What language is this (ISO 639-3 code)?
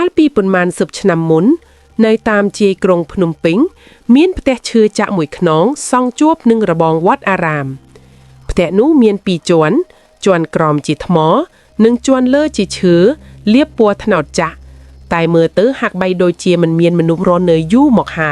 khm